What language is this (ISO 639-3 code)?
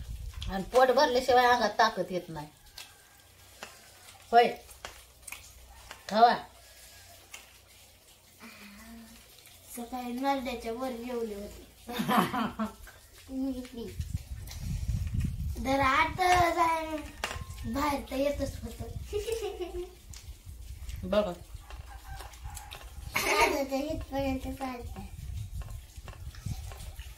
mar